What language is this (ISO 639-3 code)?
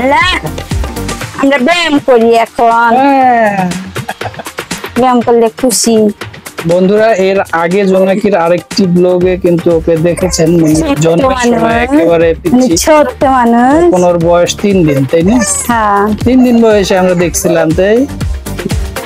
ben